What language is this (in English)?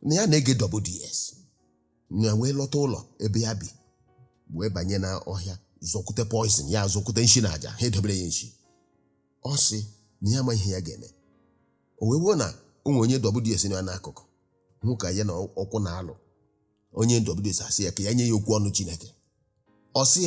Igbo